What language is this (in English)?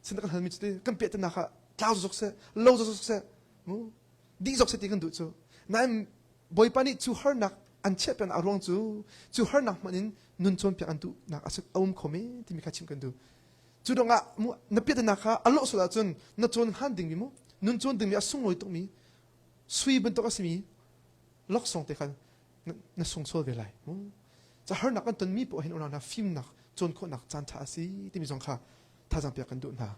Hakha Chin